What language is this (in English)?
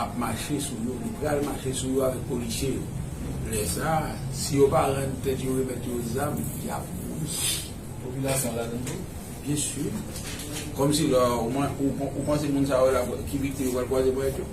Haitian Creole